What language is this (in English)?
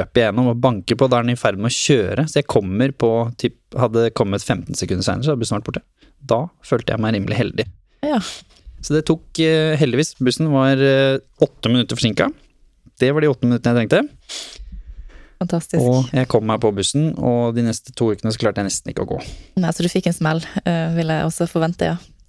Norwegian